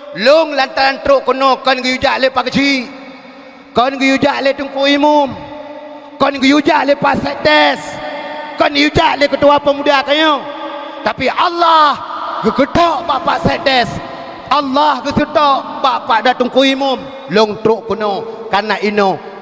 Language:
Achinese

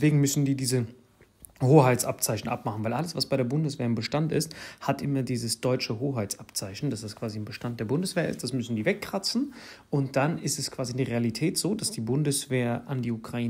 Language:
German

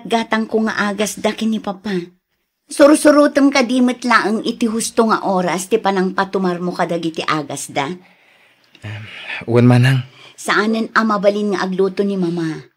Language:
Iloko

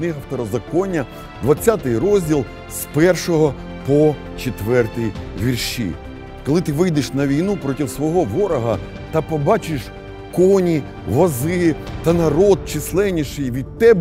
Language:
Ukrainian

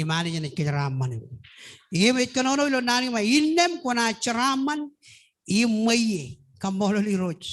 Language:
Marshallese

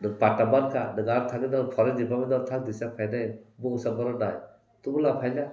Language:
Kok Borok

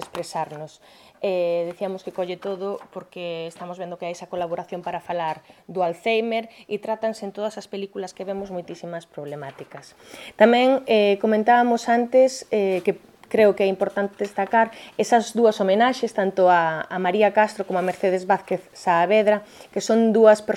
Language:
Galician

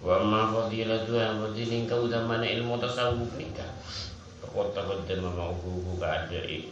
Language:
Madurese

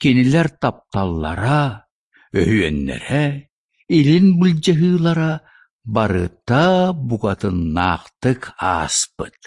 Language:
Yakut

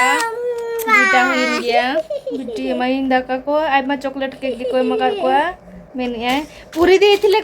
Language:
Santali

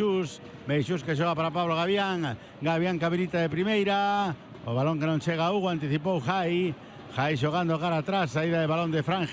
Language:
Galician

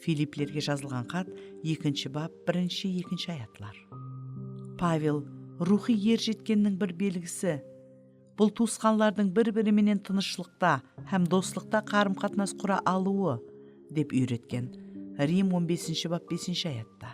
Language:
Kara-Kalpak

